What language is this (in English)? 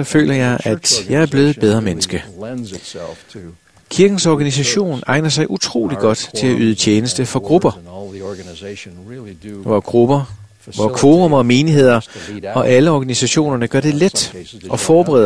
Danish